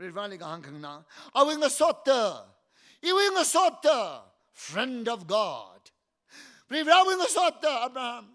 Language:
Tangkhul Naga (India)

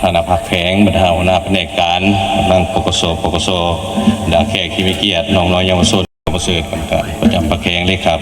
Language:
Lao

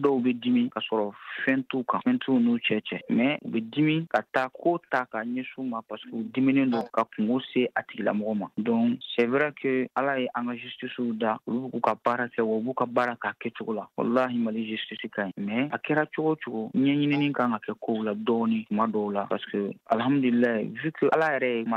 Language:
Bambara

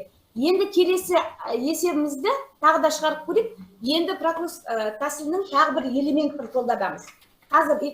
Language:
Kazakh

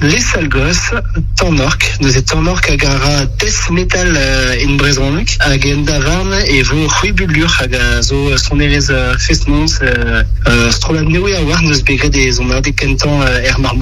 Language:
Breton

